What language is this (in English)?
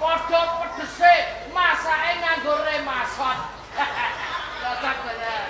Javanese